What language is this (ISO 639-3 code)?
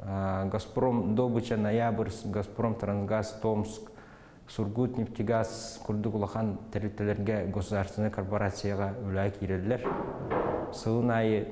sah